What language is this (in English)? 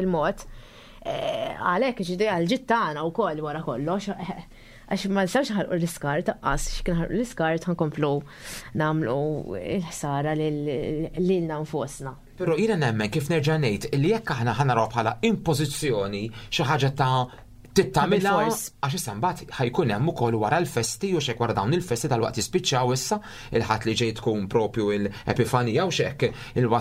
Maltese